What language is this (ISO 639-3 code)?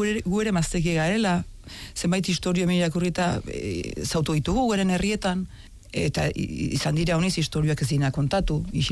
eus